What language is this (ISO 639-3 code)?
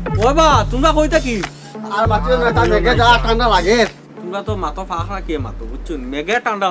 syl